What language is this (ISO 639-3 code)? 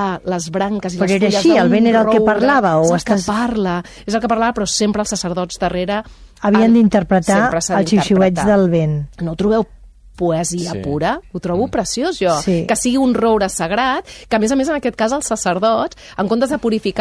cat